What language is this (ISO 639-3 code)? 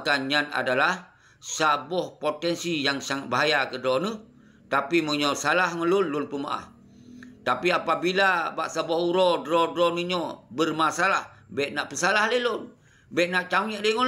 ace